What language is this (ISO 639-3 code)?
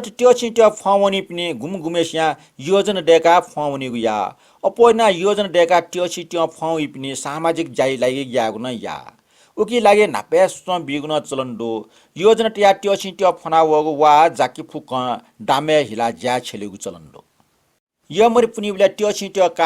new